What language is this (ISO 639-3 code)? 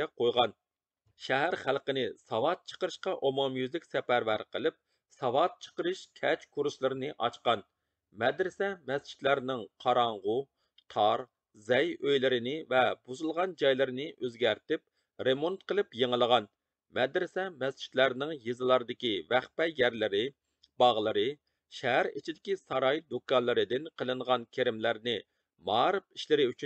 uig